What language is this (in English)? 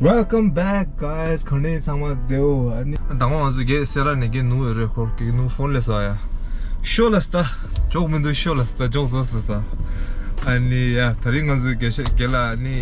Tibetan